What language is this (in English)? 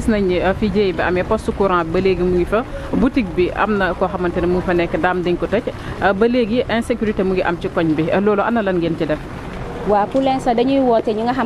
Wolof